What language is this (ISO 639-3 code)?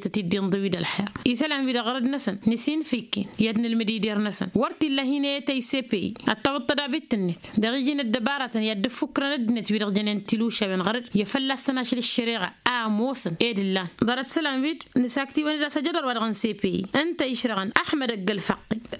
taq